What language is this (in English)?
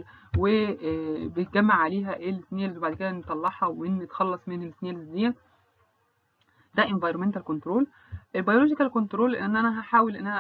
Egyptian Arabic